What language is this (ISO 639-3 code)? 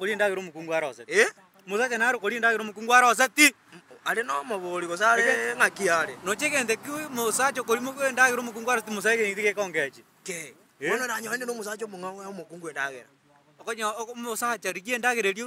guz